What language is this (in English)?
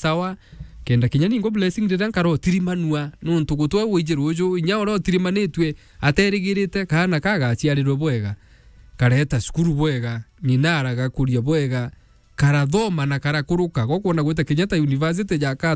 Meru